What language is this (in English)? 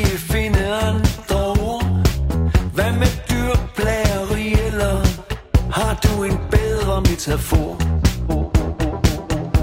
Danish